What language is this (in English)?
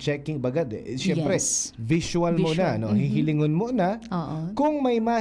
Bikol